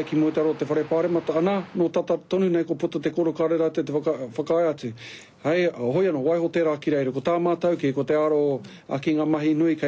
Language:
Māori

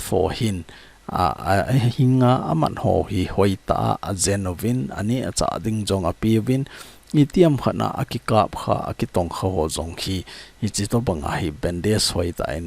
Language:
Thado Chin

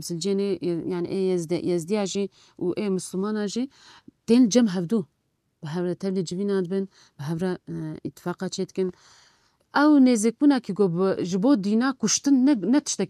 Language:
Kurdish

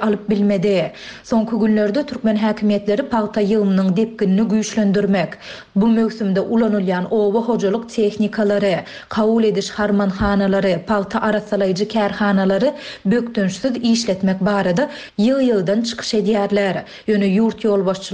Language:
Turkmen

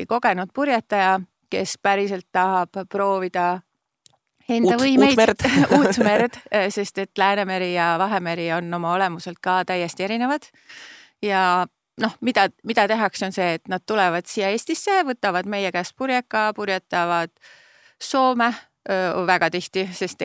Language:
Estonian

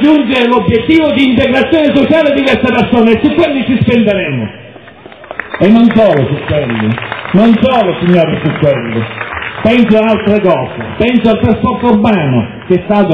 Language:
Italian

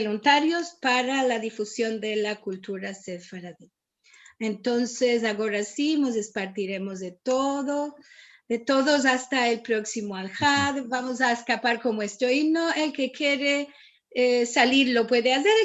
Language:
Ladino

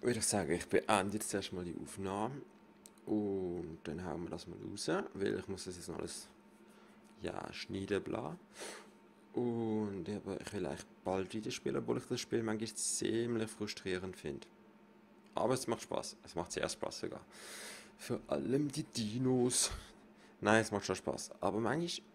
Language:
Swiss German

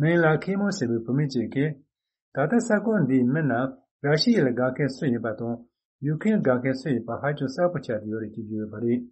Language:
Tibetan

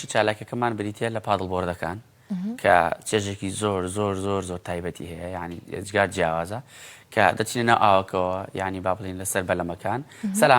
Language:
Central Kurdish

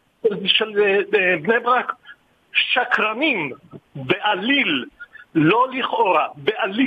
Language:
Hebrew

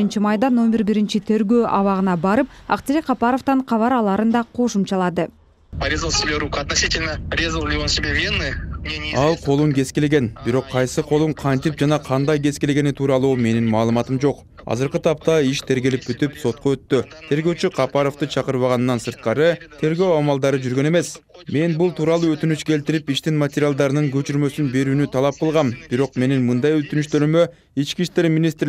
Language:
Kyrgyz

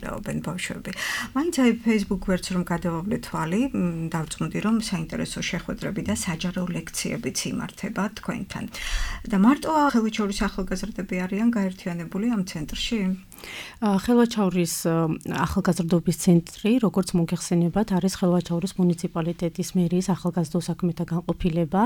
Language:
Georgian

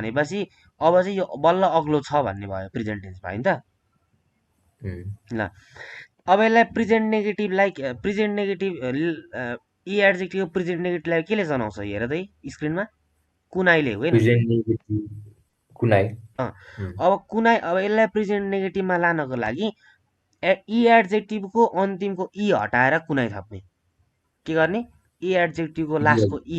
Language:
Nepali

